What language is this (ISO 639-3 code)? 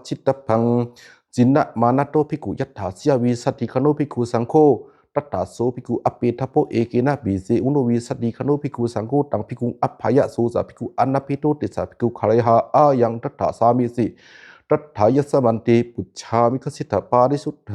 pli